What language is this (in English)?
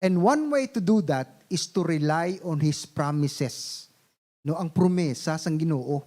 Hiligaynon